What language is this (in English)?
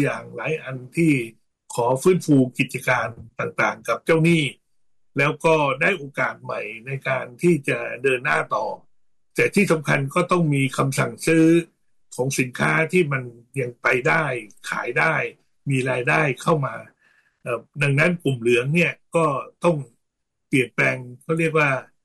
Thai